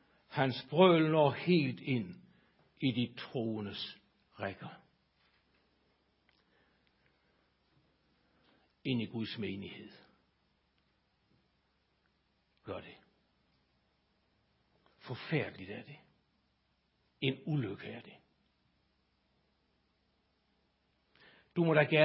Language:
Danish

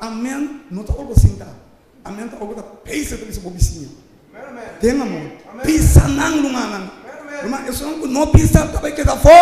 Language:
Papiamento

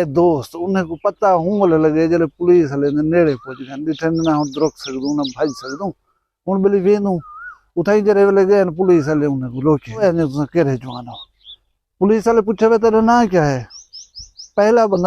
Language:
Saraiki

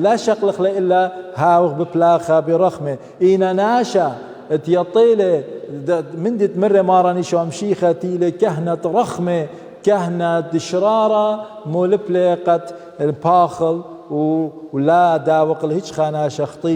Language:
Assyrian Neo-Aramaic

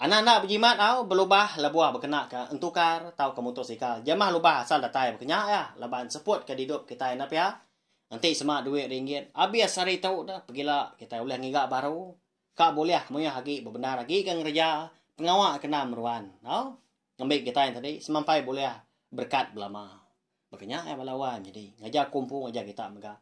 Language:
Iban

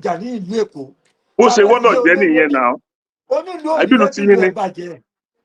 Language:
Yoruba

